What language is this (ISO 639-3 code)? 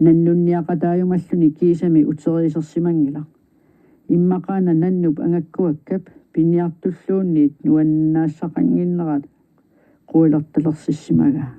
kal